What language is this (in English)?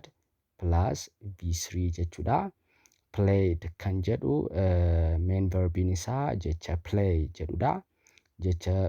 Oromo